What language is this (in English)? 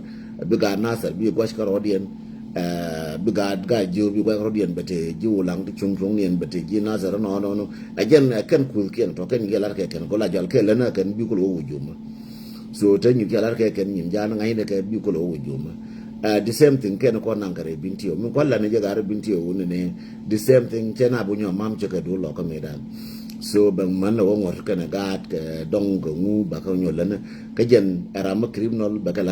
Nuer